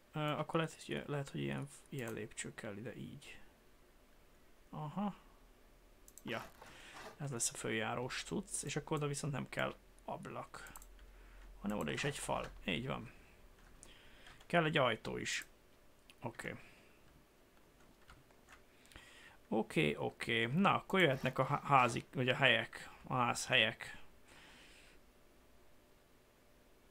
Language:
Hungarian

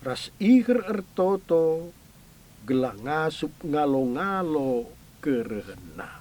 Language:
Batak Karo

